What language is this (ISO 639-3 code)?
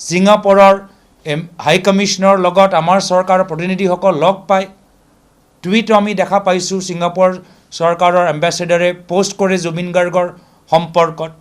asm